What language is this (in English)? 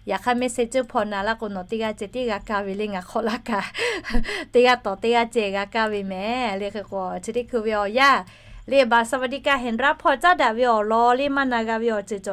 Lahu